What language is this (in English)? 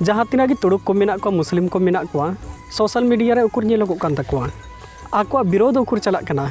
Santali